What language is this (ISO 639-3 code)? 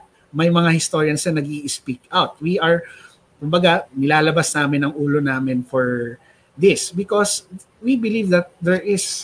fil